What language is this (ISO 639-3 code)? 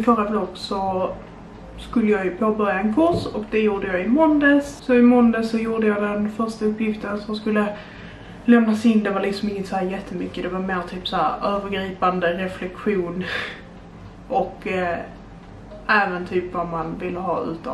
swe